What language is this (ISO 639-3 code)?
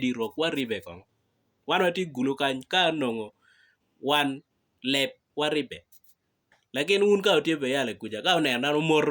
ach